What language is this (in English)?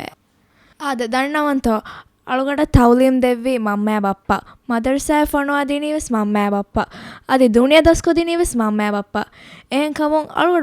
Divehi